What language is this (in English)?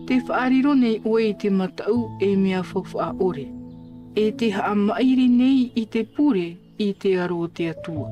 Tahitian